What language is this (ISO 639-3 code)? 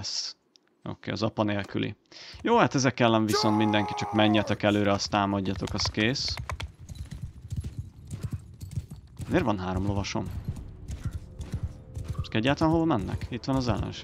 hun